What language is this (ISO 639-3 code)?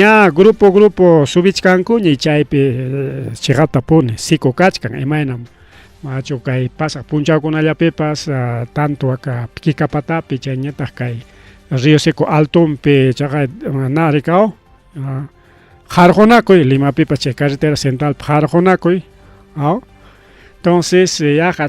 quy